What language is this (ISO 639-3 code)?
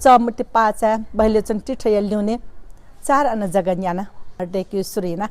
new